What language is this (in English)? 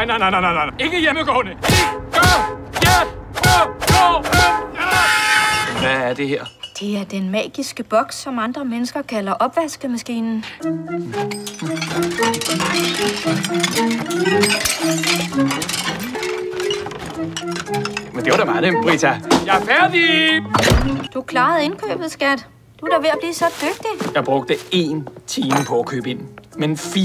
Danish